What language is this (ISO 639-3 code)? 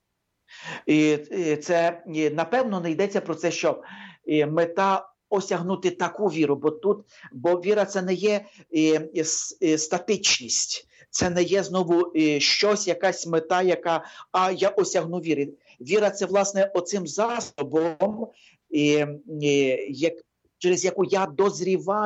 ukr